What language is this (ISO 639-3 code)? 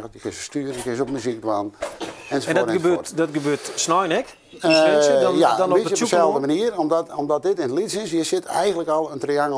fry